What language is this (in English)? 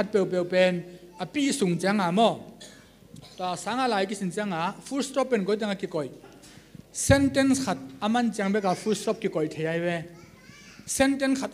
Tedim Chin